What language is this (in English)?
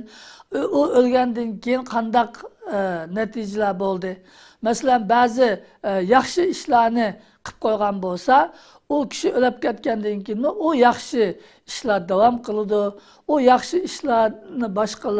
Uyghur